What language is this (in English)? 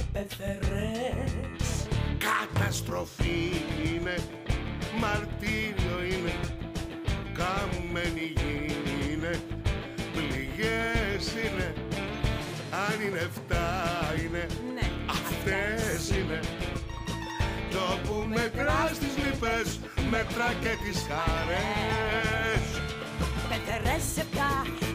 Greek